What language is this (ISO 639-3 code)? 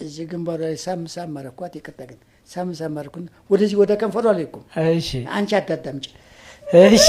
amh